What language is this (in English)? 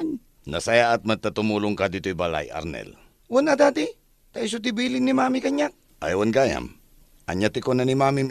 Iloko